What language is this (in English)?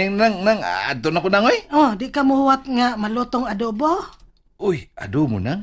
Cebuano